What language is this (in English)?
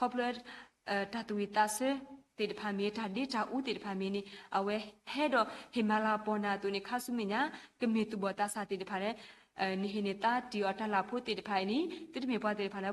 S'gaw Karen